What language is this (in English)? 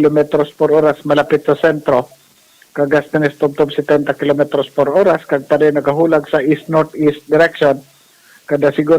Hiligaynon